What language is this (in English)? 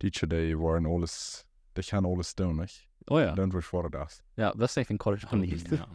Plautdietsch